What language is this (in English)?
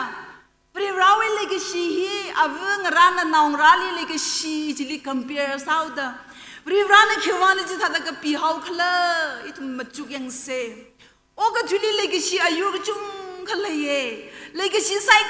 Tangkhul Naga (India)